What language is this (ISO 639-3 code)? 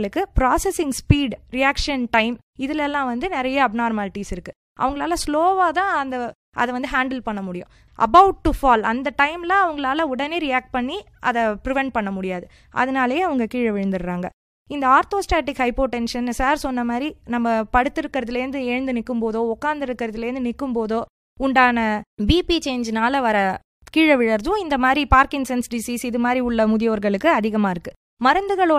tam